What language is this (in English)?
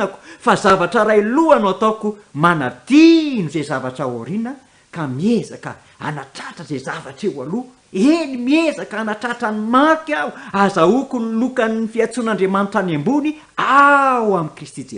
Malagasy